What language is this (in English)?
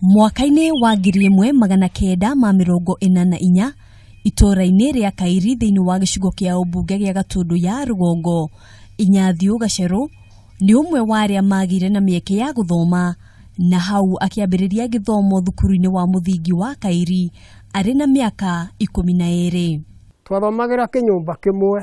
Kikuyu